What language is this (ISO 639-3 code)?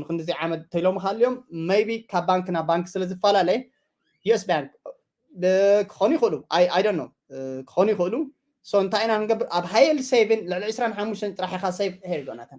tir